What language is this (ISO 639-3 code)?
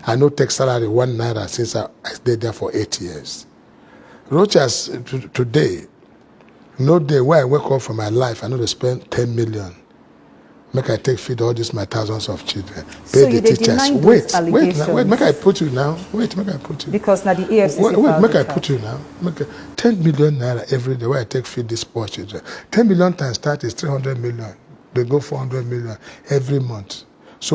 pcm